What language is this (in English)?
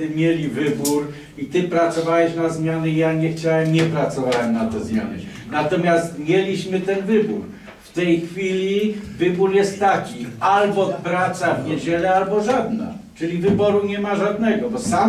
Polish